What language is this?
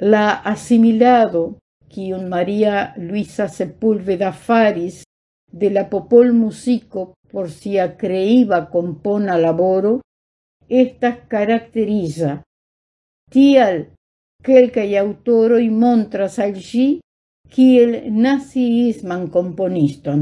Esperanto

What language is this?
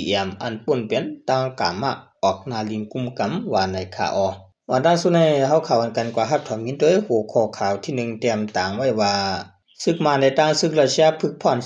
Shan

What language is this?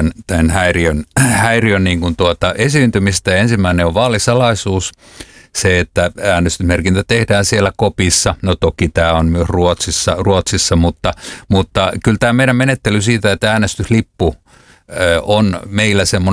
Finnish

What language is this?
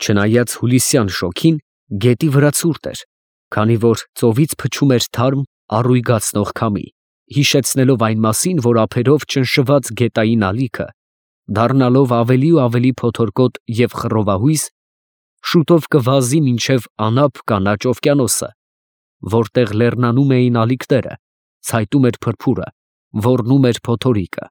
Armenian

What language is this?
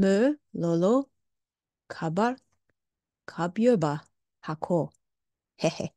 Tibetan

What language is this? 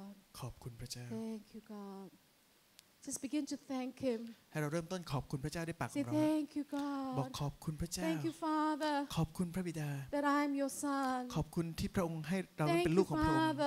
Thai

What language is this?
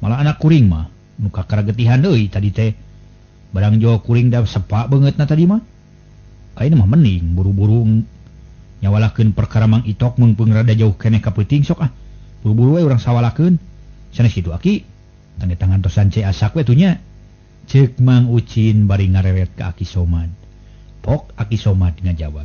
Sundanese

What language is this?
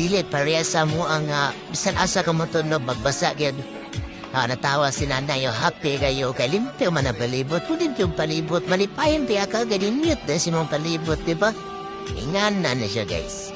Cebuano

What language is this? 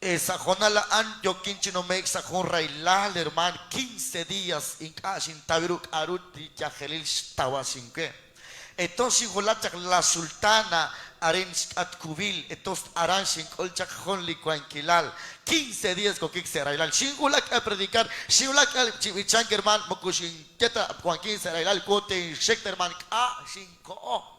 Kekchí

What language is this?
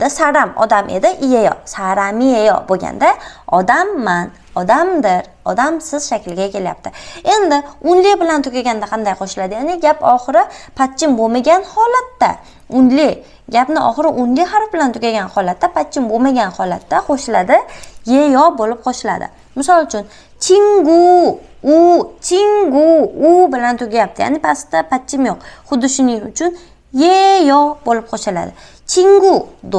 Uzbek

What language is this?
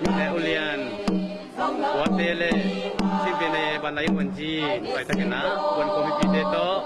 Tedim Chin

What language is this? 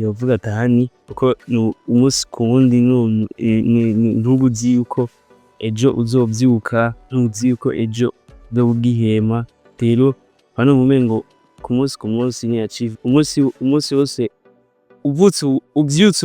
Rundi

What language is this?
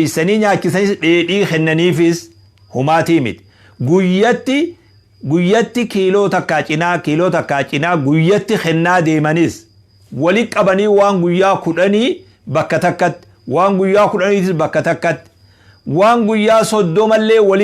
Oromo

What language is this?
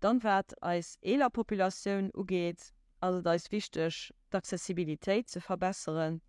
Luxembourgish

